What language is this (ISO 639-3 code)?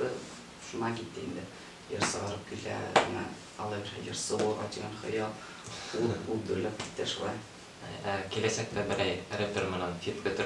bak